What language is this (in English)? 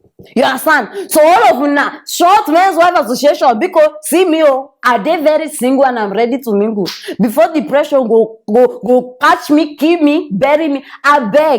Nigerian Pidgin